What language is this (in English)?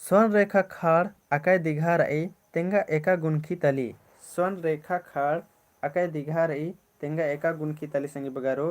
Kurukh